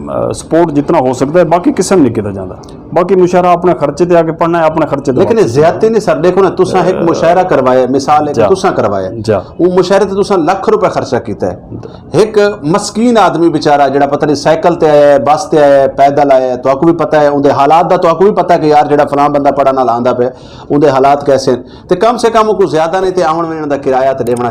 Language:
Western Panjabi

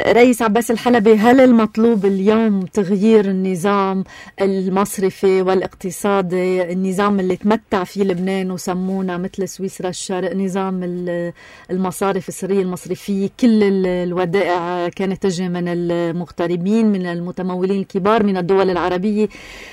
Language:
North Levantine Arabic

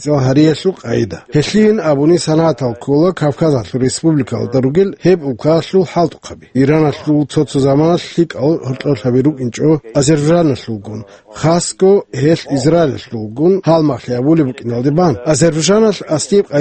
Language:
Avaric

